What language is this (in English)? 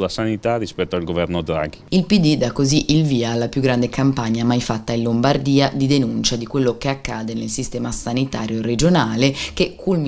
Italian